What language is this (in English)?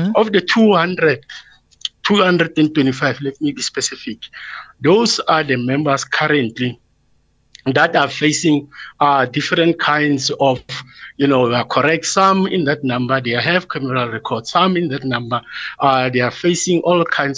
English